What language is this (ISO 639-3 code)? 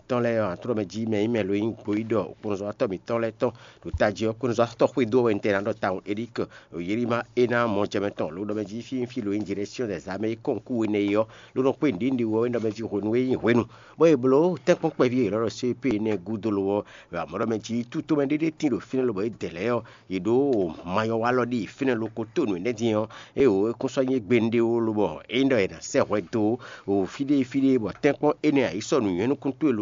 fon